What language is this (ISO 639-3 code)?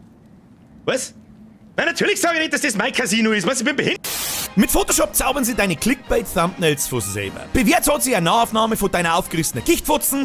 bar